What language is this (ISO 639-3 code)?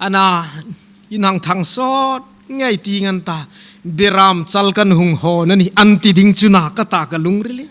hmr